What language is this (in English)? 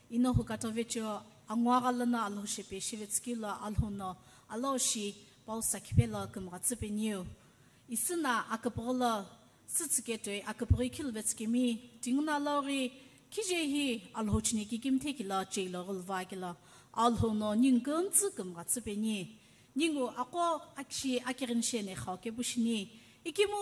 Sumi Naga